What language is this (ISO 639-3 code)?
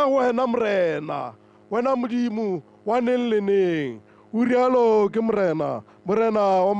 tsn